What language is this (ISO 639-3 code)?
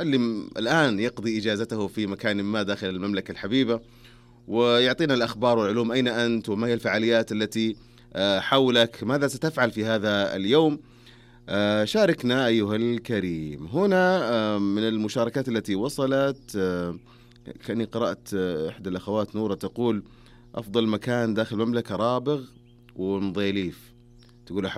ars